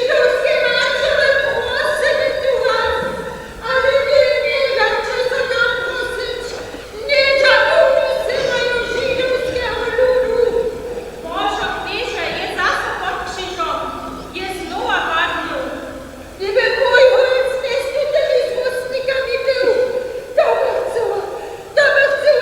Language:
Upper Sorbian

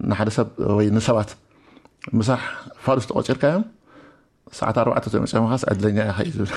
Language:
Tigrinya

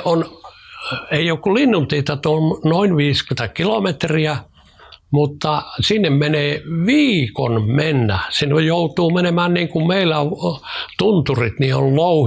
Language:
Finnish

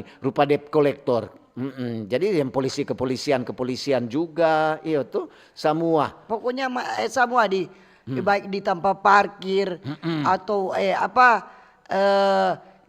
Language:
Manado Malay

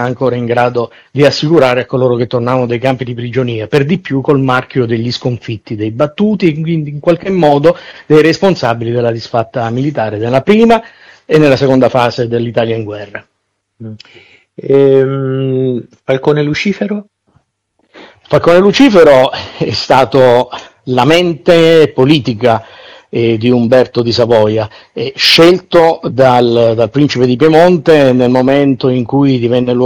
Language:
Italian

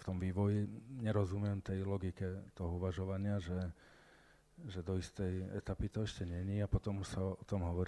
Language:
Slovak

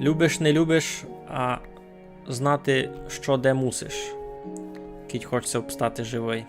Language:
Rusyn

